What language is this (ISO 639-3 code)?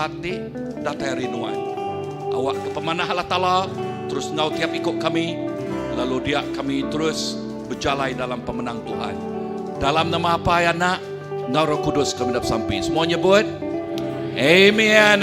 iba